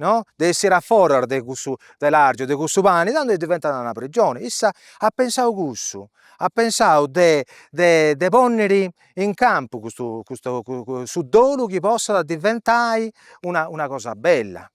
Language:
Sardinian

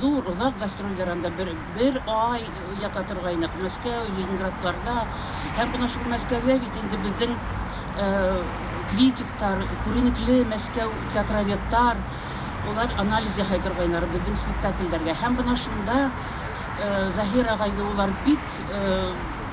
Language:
Bashkir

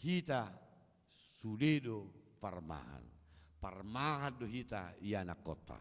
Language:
Batak Toba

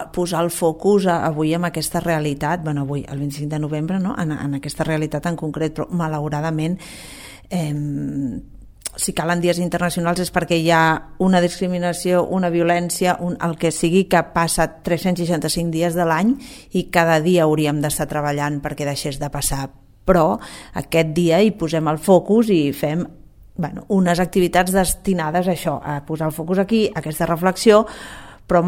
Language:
Catalan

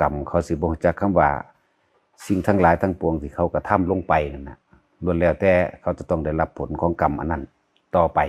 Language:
Northeastern Thai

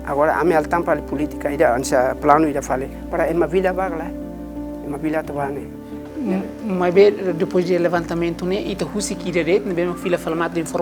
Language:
Tetum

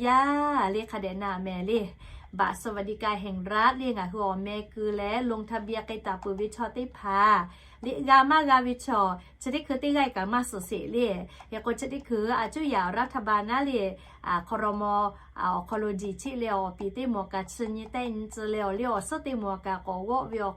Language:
Lahu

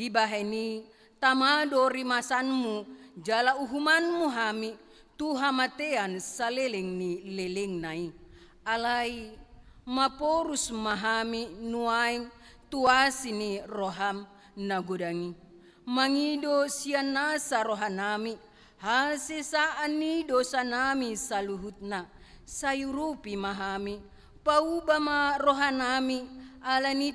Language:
Batak Toba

